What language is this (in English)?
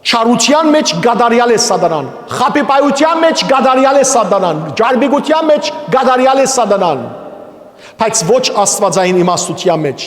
Western Armenian